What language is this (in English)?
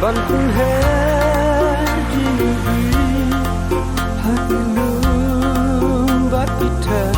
Khasi